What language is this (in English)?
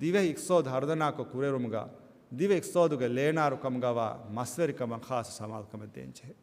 Divehi